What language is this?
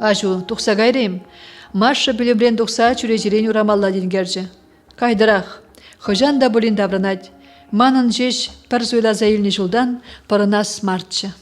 Chuvash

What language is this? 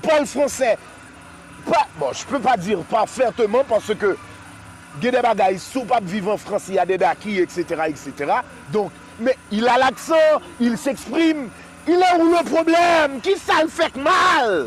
Haitian Creole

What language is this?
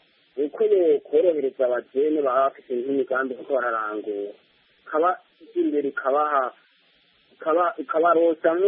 Kinyarwanda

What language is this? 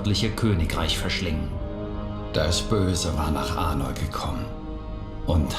Swiss German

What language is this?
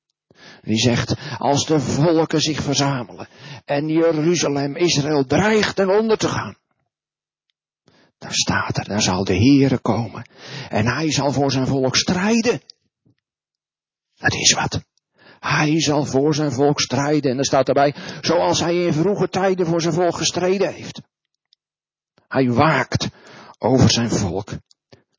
Dutch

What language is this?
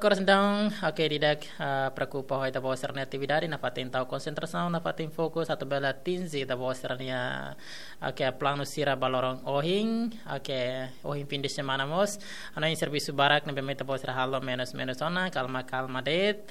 Tetum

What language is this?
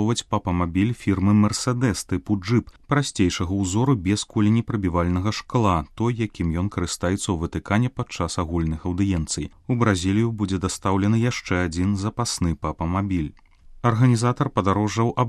Belarusian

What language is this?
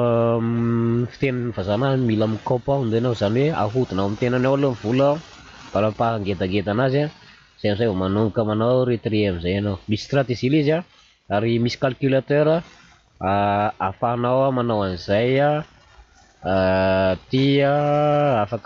Malagasy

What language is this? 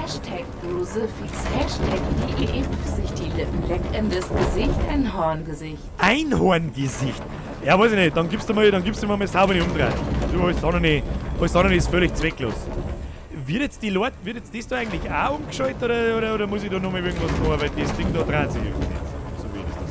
Bavarian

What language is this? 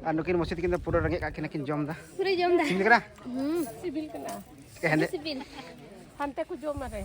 Santali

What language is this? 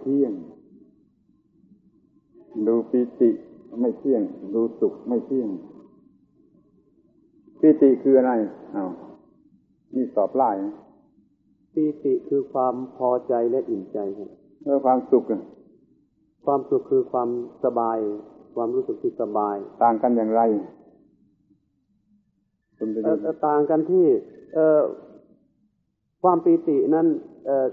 Thai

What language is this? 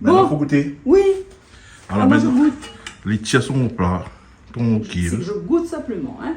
Réunion Creole French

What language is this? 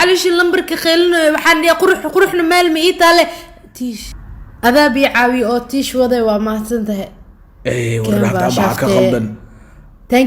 Somali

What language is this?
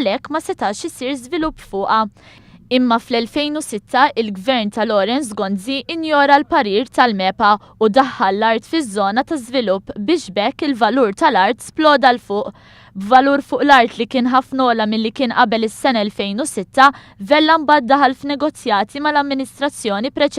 Maltese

